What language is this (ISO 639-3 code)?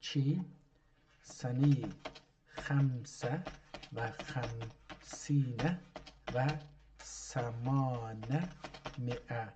azb